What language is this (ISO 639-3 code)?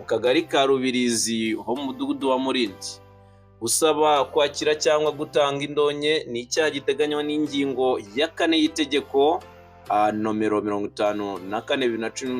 kin